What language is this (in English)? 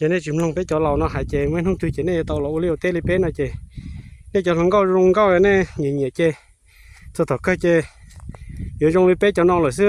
Hmong